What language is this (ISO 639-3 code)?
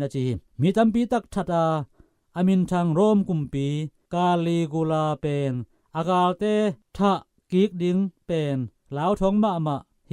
ctd